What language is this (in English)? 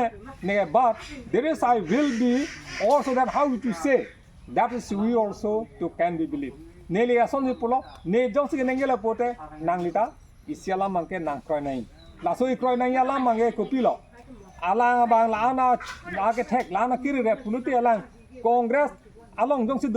Karbi